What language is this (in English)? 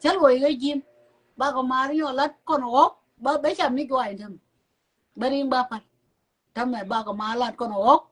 Nuer